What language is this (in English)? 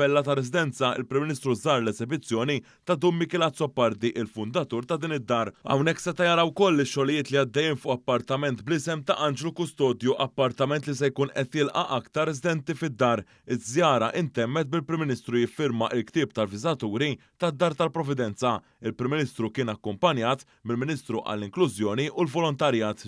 Maltese